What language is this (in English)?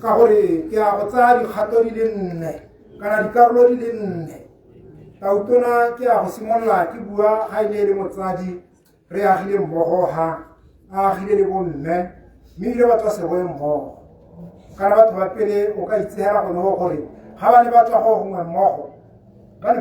Tswana